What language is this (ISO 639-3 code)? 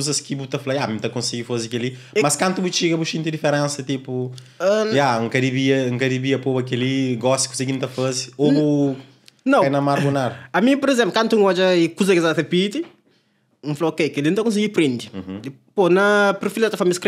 kea